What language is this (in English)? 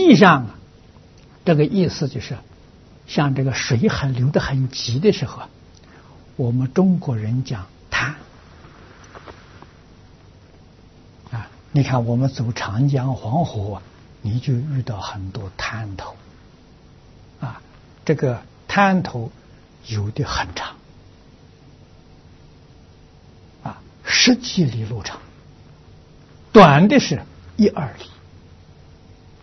Chinese